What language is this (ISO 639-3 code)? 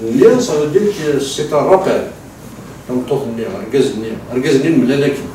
kab